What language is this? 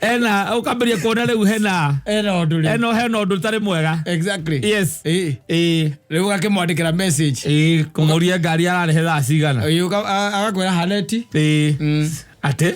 Kikuyu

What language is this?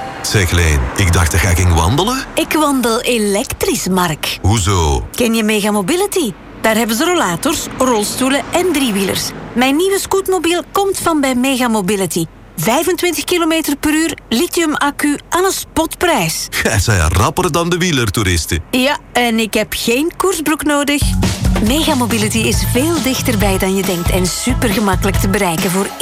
Dutch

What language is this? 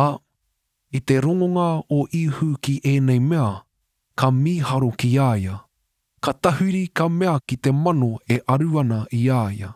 Māori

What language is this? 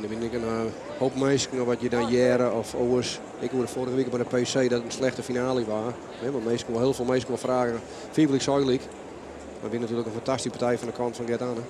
Western Frisian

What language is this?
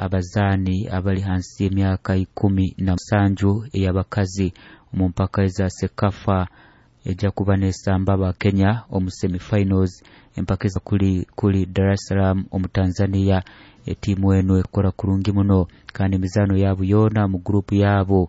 Nyoro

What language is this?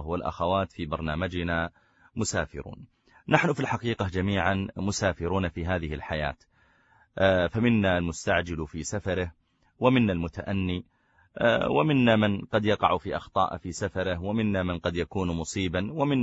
Arabic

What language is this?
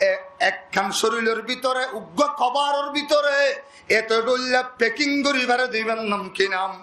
Rohingya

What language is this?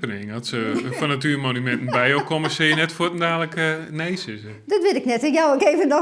Western Frisian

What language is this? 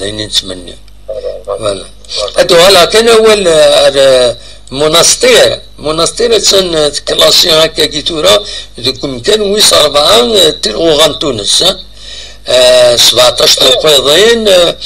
Kabyle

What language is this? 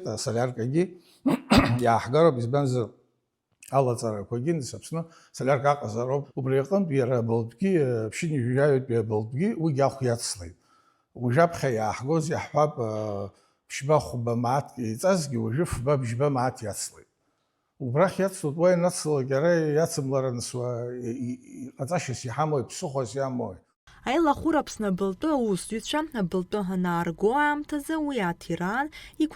Abkhazian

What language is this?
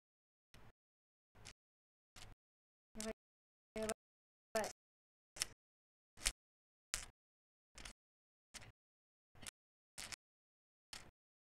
Japanese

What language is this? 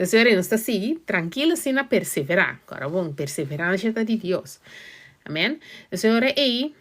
Papiamento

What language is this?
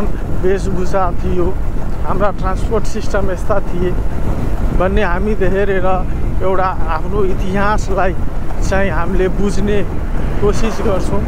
Nepali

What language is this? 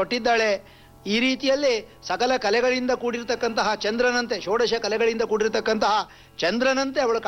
Kannada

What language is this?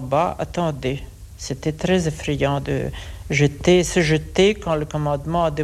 French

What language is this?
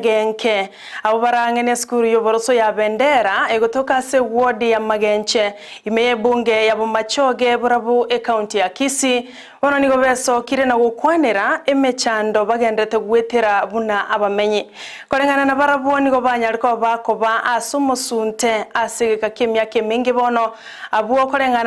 Gusii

